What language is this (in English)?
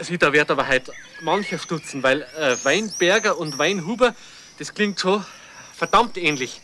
Bavarian